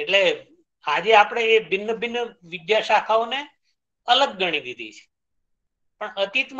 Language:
Gujarati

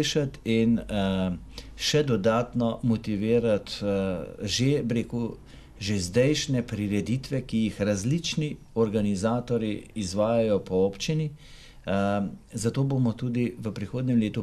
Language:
Slovenian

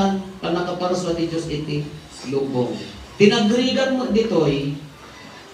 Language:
Iloko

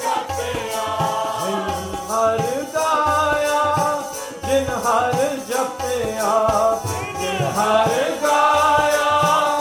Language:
Punjabi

